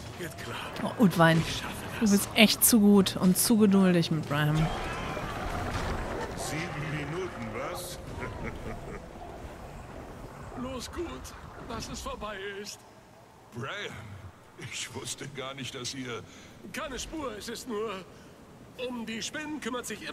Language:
German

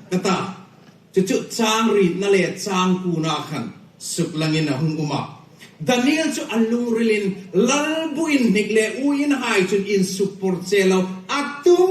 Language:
Hmar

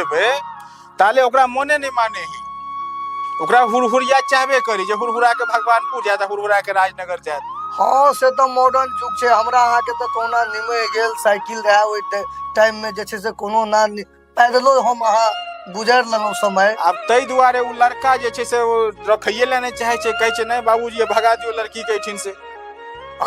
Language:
Maithili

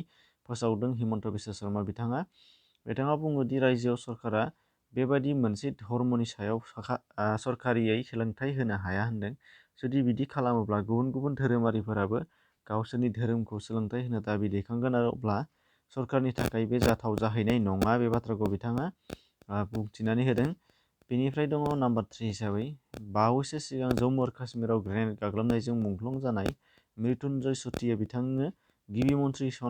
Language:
Bodo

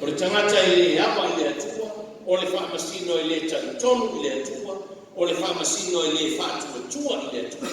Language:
Samoan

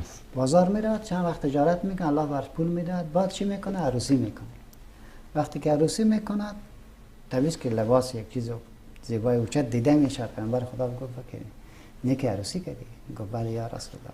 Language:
Persian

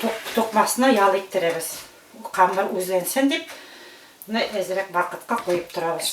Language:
Bashkir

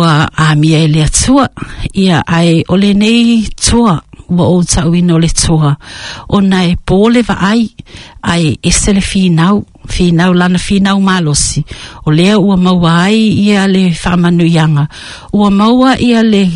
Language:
Samoan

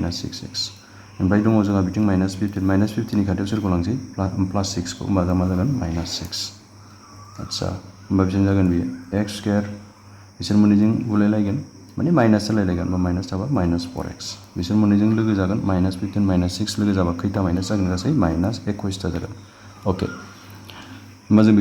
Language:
Bodo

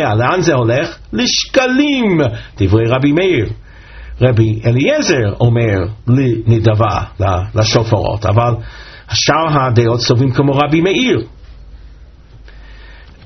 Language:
Hebrew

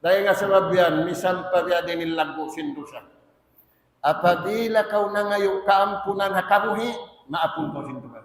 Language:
Tausug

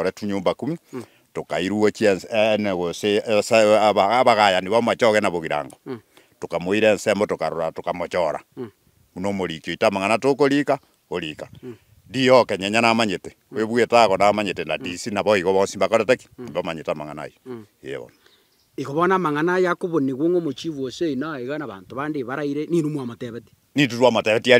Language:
Gusii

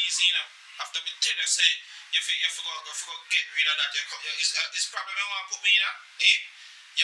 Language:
Jamaican Creole English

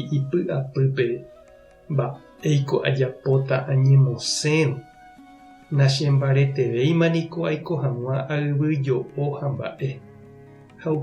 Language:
Guarani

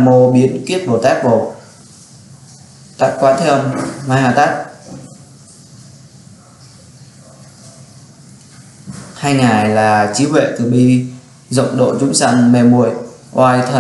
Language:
Vietnamese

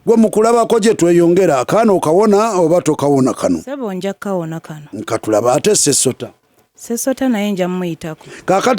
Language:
Ganda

